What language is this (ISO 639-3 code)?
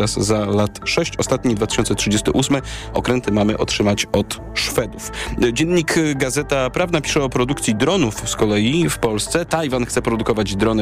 pol